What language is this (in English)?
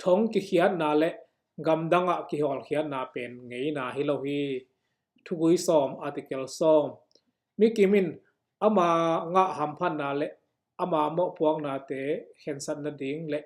Tedim Chin